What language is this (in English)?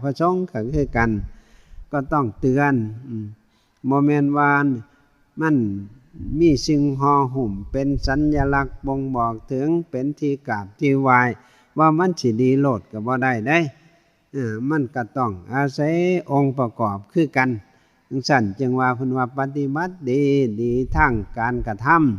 Northeastern Thai